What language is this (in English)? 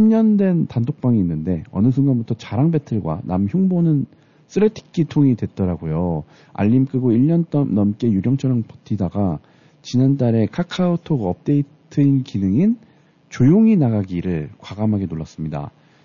Korean